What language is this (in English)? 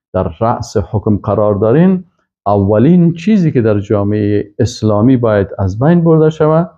Persian